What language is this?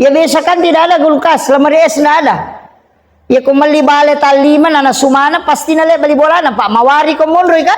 Buginese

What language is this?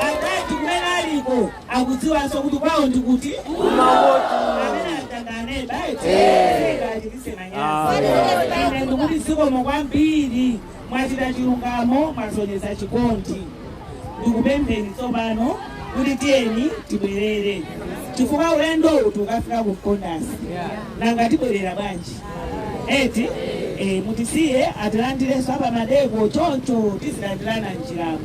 Nyanja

